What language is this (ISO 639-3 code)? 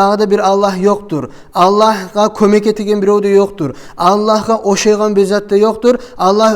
kum